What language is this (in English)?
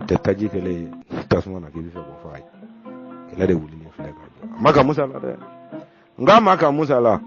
Bambara